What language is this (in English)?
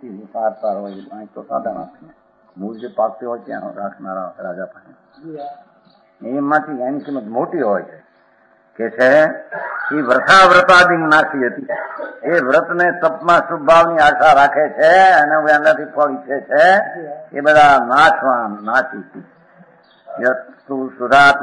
Gujarati